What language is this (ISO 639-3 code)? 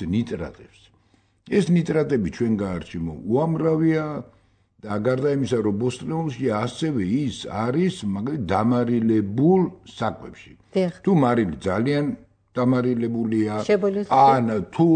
kat